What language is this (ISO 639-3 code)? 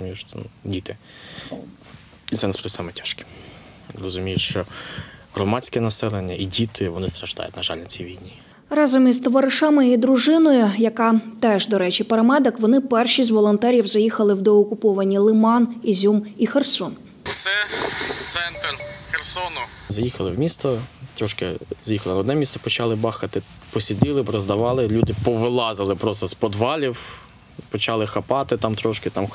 ukr